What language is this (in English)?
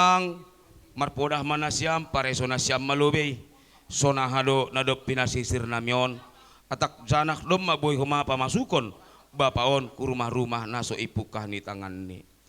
Batak Simalungun